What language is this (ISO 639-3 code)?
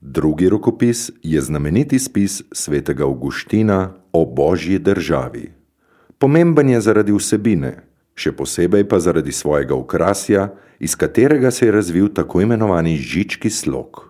slv